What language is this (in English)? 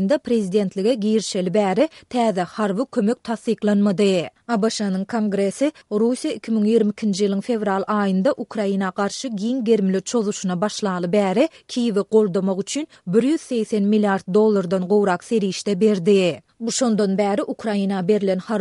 Turkmen